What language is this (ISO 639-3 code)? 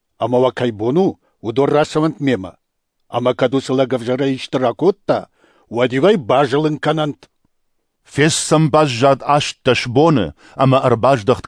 oss